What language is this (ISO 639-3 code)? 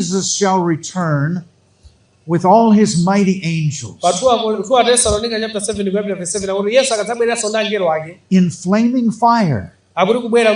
nya